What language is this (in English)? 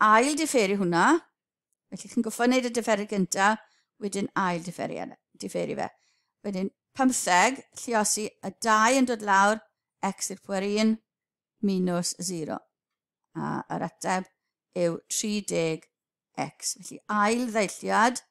Welsh